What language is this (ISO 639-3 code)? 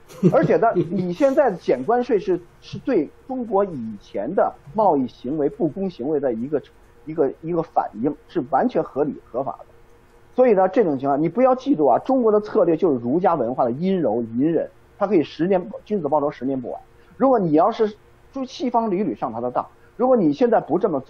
zho